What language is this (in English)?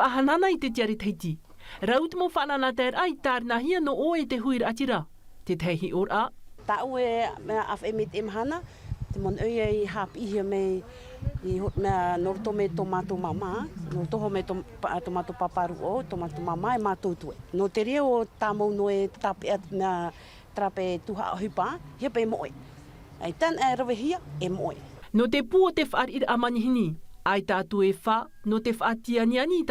Tahitian